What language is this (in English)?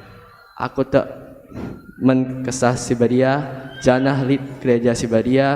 Batak Karo